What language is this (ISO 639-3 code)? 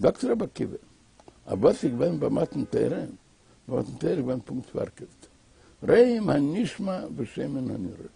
yid